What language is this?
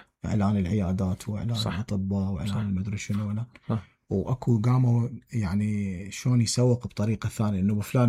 Mesopotamian Arabic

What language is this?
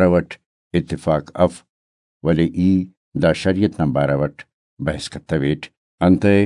Brahui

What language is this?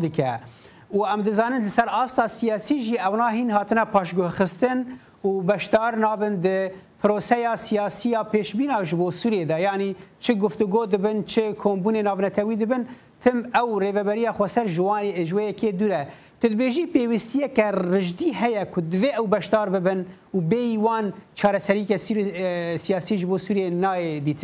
Kurdish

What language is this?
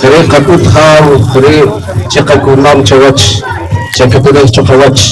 Poqomchi'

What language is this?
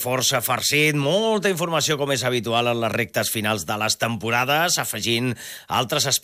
Catalan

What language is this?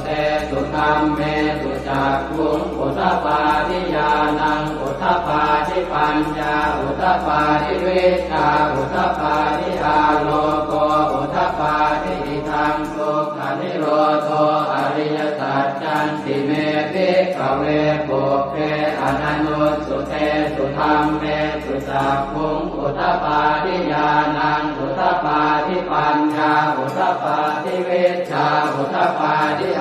Pali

